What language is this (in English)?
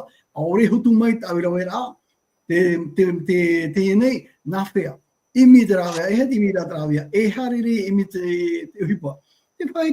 Tahitian